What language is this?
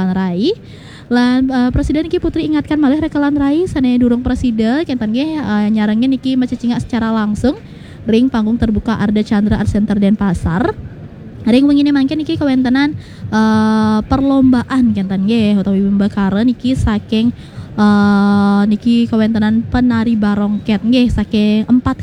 Balinese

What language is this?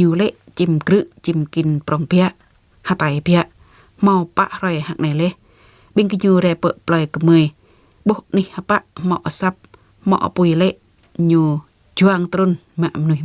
Jarai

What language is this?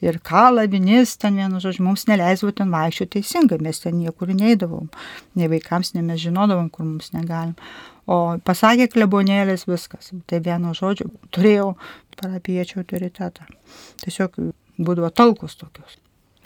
Lithuanian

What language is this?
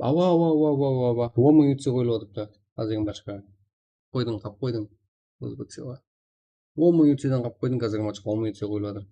Kara-Kalpak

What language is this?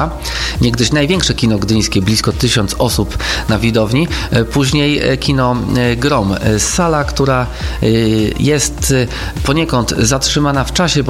Polish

